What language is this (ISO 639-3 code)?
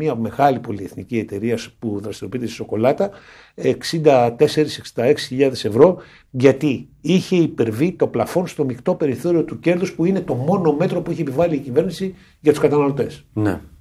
ell